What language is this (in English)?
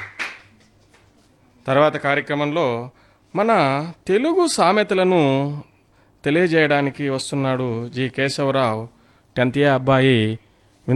Telugu